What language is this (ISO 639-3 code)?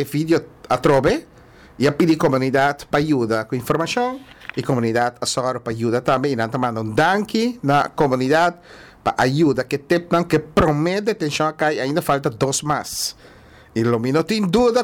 pap